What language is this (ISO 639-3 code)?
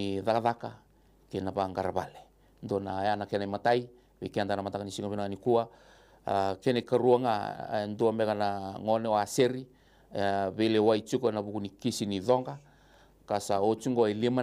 fij